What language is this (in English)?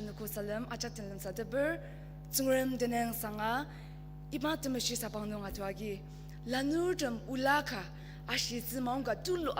Ao Naga